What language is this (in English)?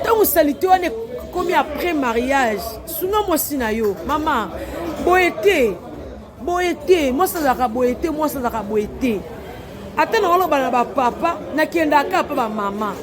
Lingala